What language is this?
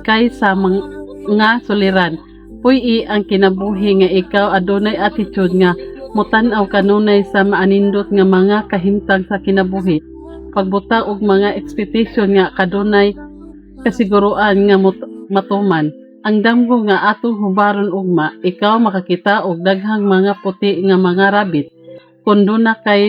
Cebuano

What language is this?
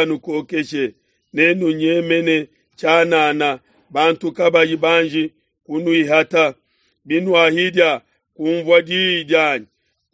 Luba-Lulua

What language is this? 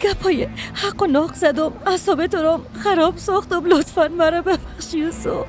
Persian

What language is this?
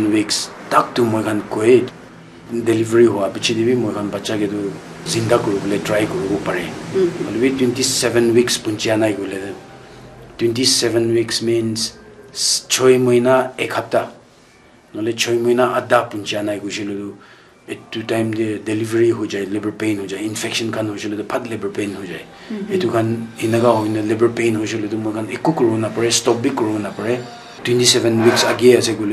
Naga Pidgin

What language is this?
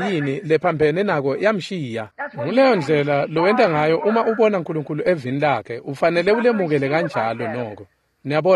Swati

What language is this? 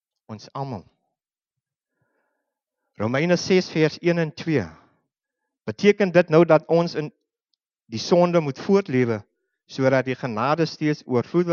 Afrikaans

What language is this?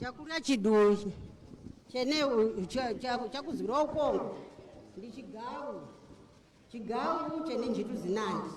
Nyanja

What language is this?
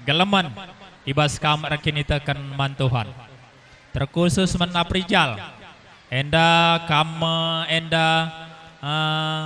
Batak Karo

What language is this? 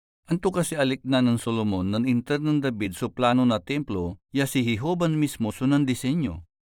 Pangasinan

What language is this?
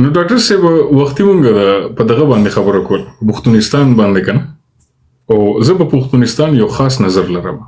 Pashto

